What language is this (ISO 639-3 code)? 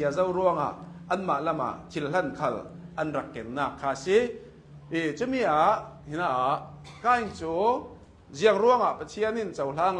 cnh